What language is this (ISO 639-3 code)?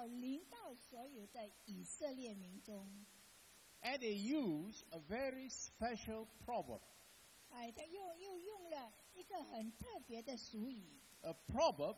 zho